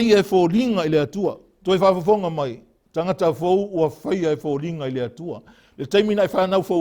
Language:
Samoan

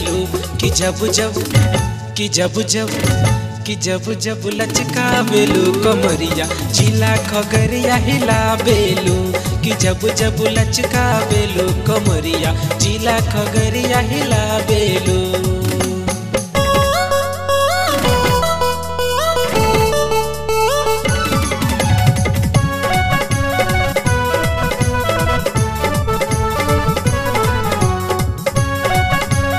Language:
Bhojpuri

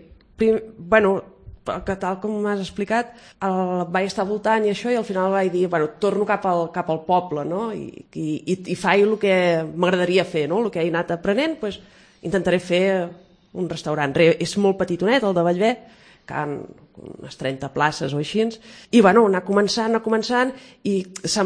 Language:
Catalan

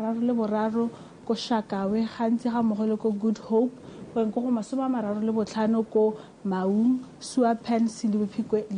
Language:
Tswana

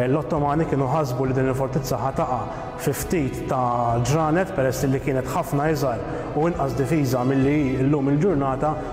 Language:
Maltese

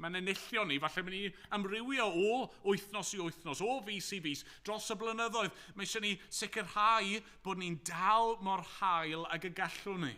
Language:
Welsh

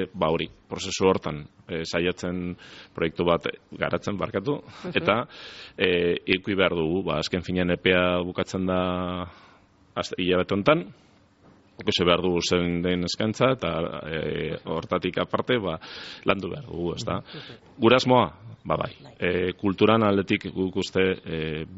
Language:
Basque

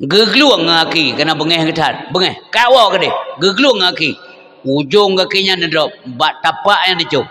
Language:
Achinese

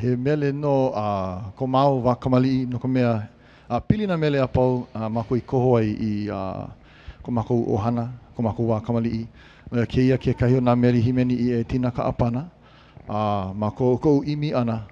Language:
Hawaiian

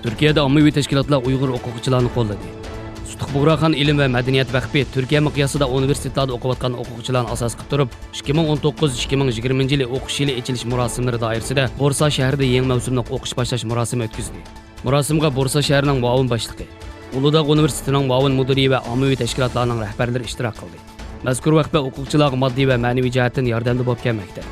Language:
Uyghur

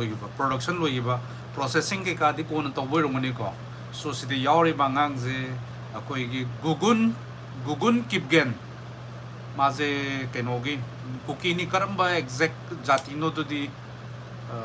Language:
Manipuri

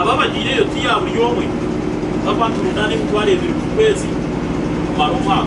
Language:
Nyankole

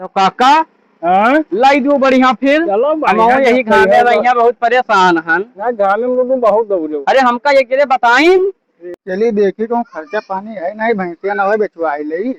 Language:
Awadhi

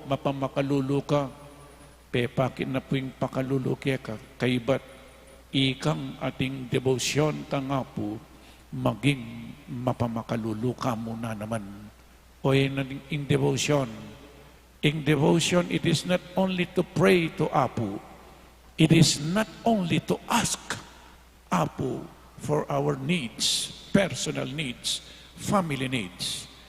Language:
Pampanga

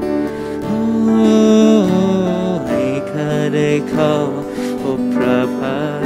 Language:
Thai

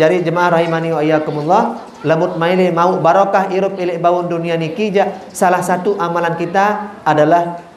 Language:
Sasak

